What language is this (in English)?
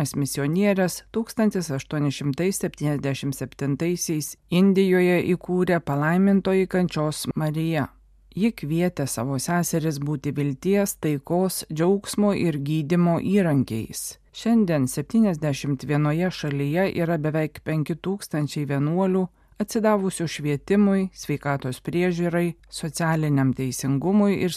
Lithuanian